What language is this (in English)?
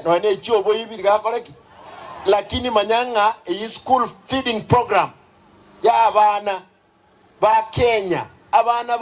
Gusii